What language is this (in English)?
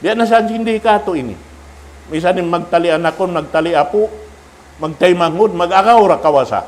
Tausug